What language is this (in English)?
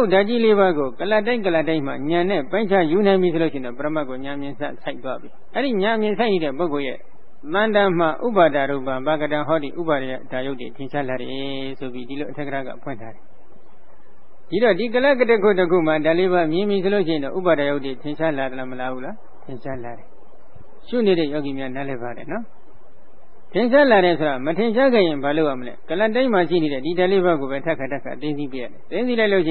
Burmese